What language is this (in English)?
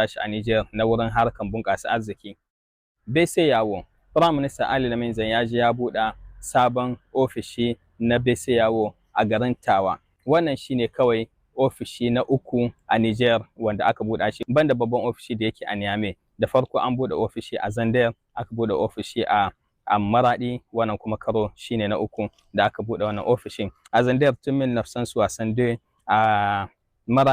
Hausa